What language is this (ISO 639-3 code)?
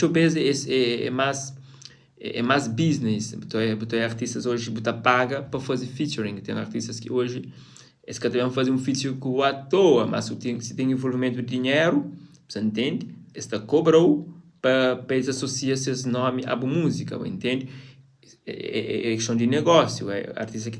kea